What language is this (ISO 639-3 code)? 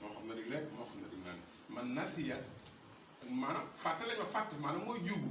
wol